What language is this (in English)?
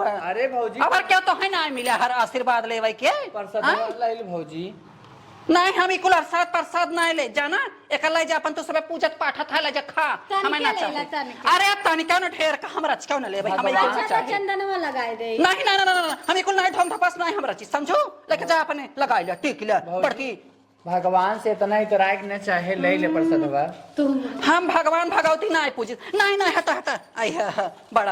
Awadhi